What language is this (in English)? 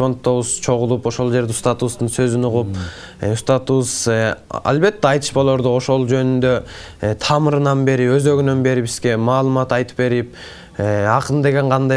Kyrgyz